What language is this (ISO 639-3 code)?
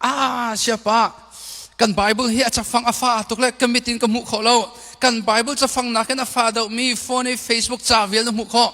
cnh